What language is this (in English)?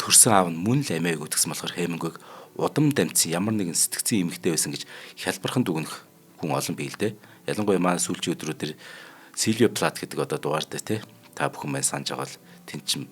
Mongolian